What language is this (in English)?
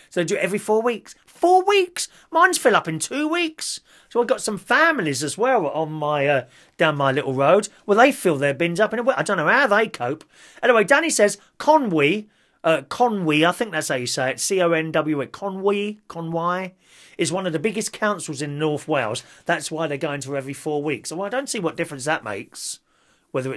English